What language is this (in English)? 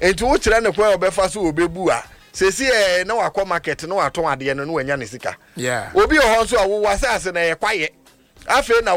Akan